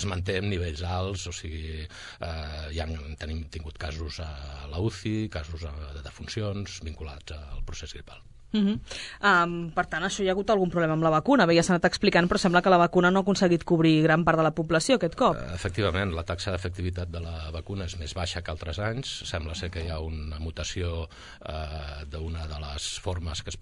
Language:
Catalan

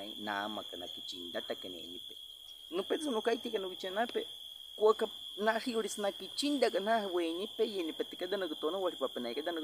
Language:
Baniwa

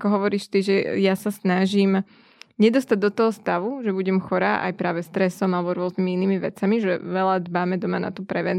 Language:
Slovak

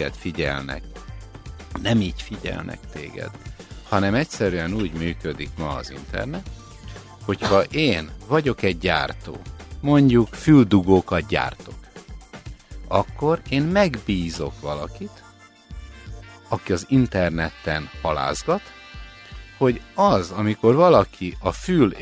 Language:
Hungarian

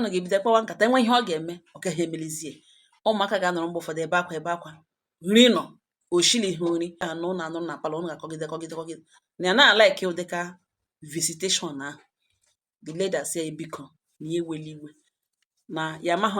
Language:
Igbo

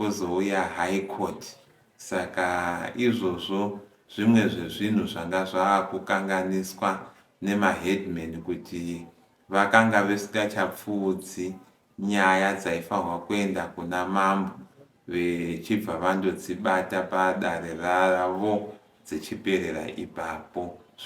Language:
Shona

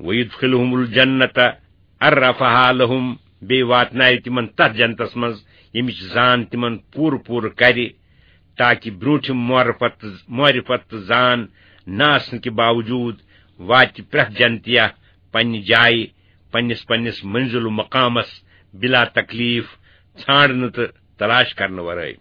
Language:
Kashmiri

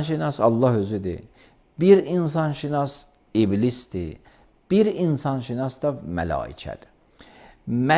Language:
Azerbaijani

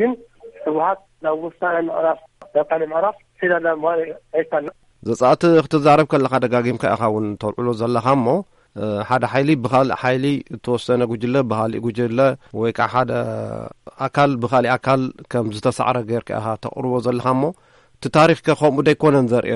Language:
Tigrinya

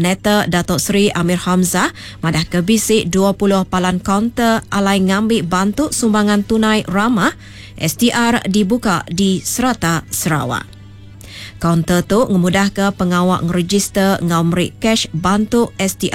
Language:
Iban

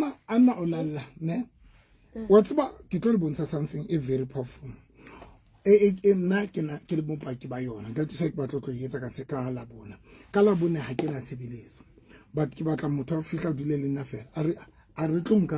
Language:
Southern Sotho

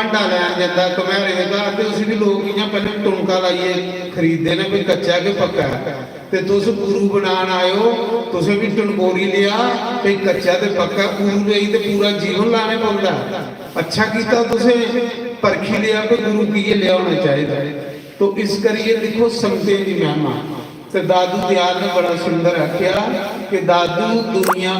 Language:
Dogri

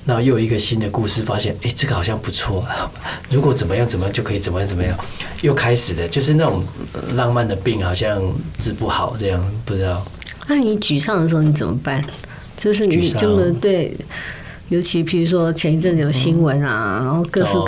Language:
Chinese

